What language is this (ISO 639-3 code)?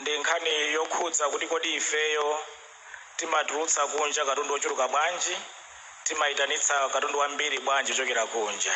nya